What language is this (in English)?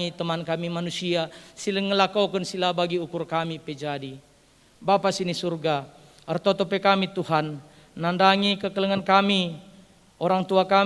Batak Karo